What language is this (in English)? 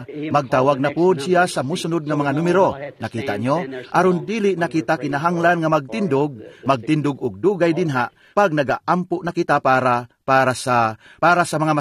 Cebuano